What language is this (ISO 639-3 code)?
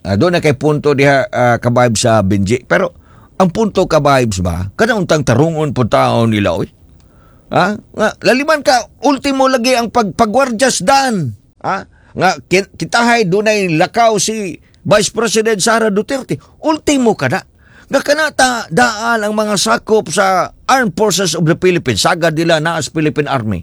ceb